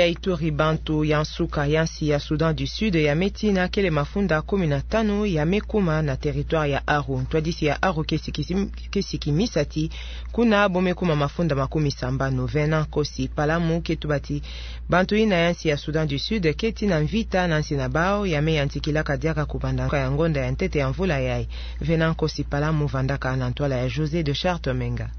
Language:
Kituba (Democratic Republic of Congo)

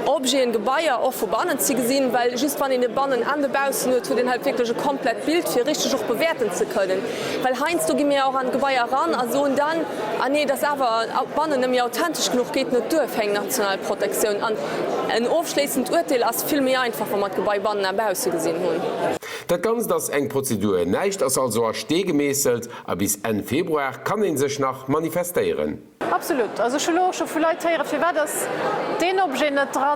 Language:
Luxembourgish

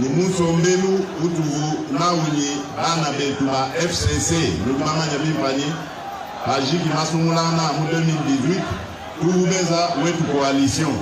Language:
Luba-Lulua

